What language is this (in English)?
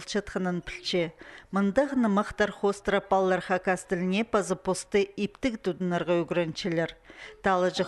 Khakas